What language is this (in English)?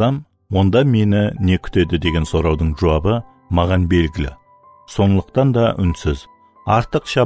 Kara-Kalpak